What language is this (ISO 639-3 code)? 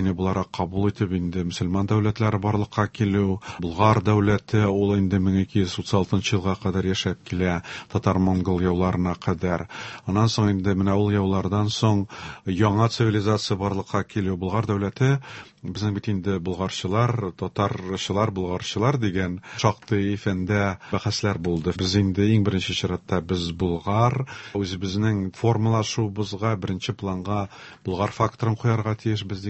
tat